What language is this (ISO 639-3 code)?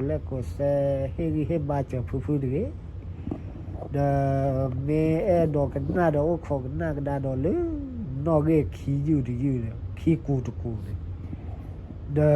ksw